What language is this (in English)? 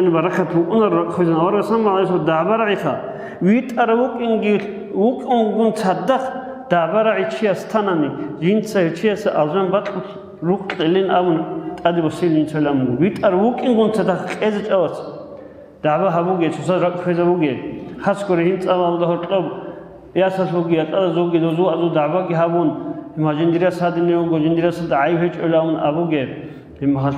Avaric